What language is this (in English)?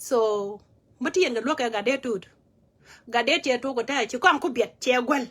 Nuer